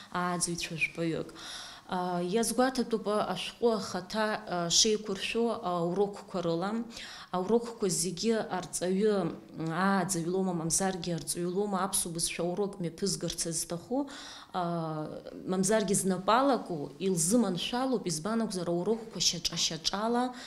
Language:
Abkhazian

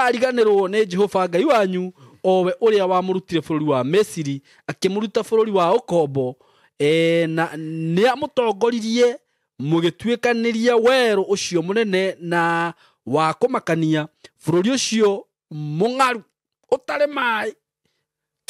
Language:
Kikuyu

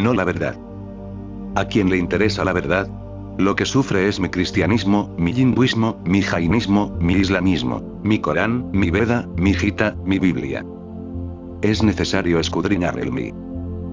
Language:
Spanish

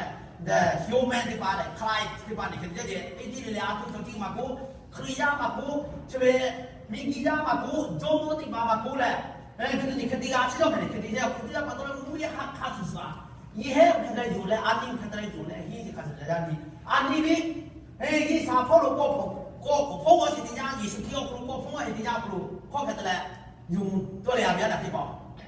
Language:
Lahu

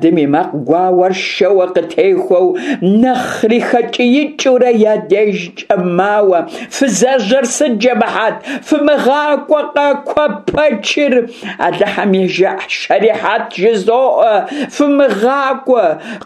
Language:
Kabardian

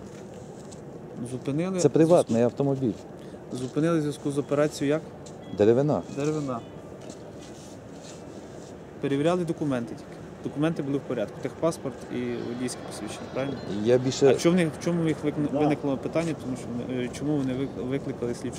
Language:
Ukrainian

